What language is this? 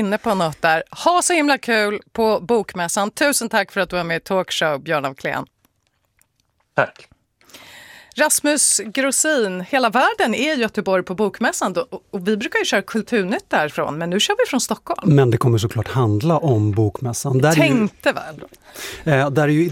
Swedish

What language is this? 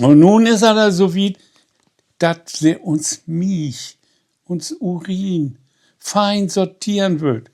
Low German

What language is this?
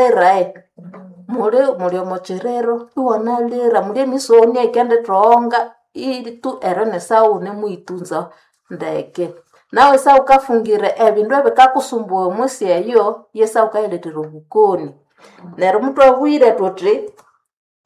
Nande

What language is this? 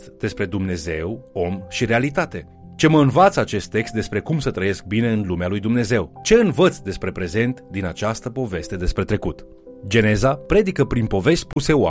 Romanian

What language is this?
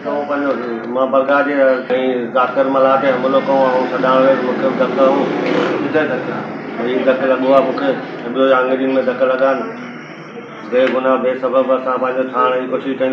Sindhi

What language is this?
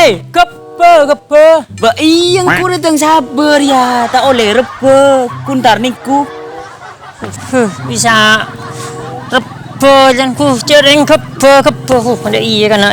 Madurese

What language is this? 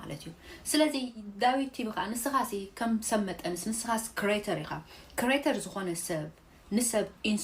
Tigrinya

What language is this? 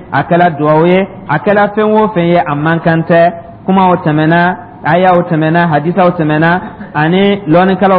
Dyula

